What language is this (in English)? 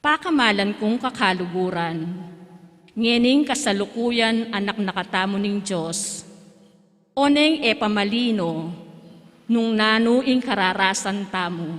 Pampanga